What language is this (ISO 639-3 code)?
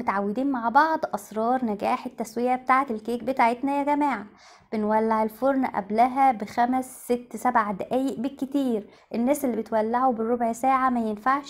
arz